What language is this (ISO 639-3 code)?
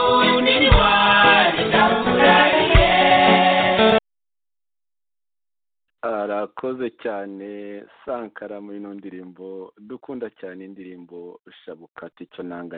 kin